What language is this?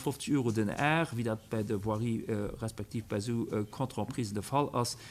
Luxembourgish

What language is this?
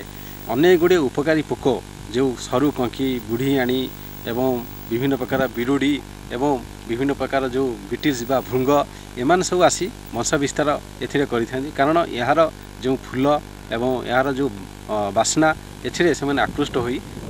Odia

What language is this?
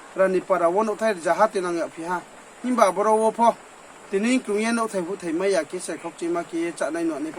Riang (India)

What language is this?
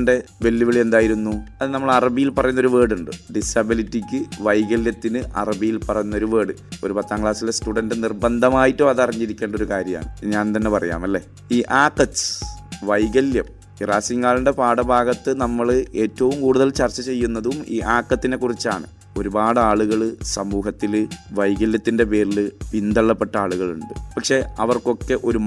Malayalam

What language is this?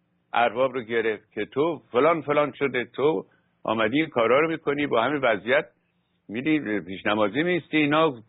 Persian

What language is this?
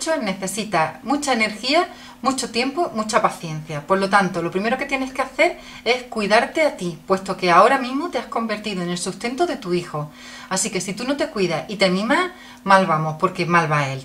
Spanish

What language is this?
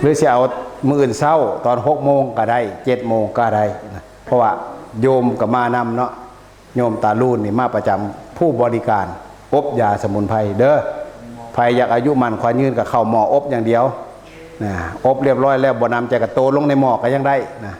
Northeastern Thai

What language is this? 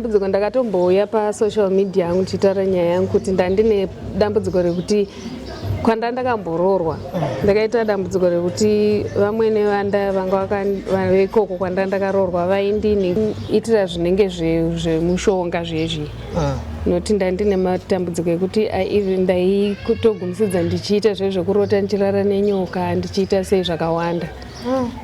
Shona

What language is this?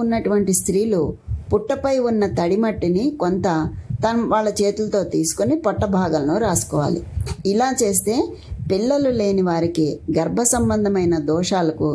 Telugu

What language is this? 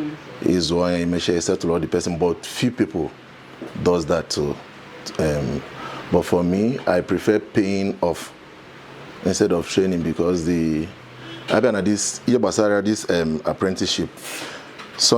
Igbo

